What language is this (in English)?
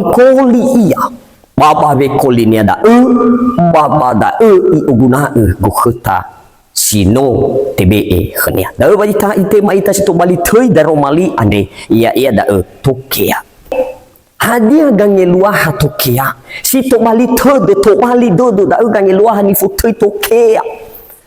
Nias